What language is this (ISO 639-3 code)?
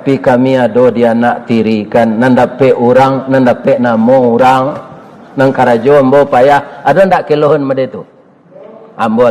min